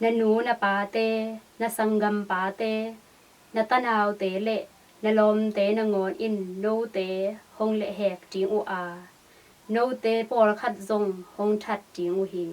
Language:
Tedim Chin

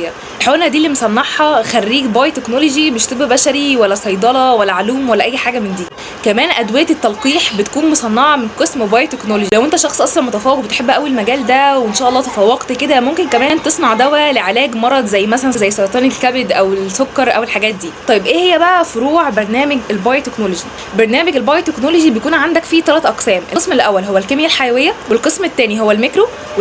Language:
Egyptian Arabic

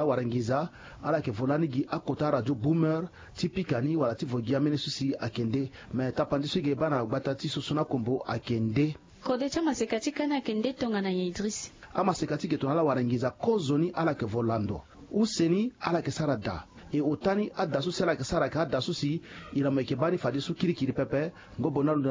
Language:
Sango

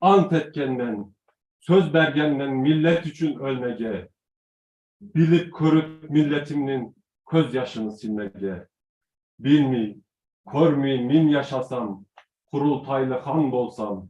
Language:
Crimean Tatar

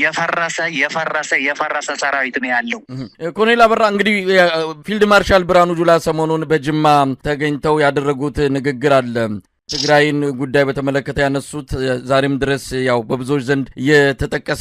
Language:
Amharic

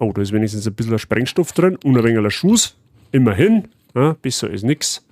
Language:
Bavarian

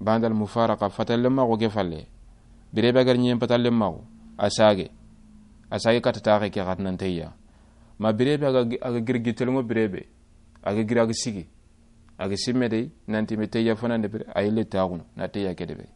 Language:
Soninke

